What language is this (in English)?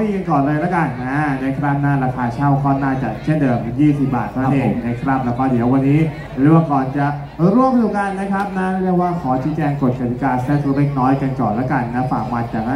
Thai